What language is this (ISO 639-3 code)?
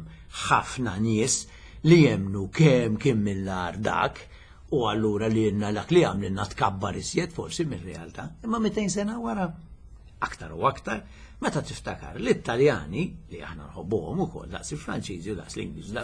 mlt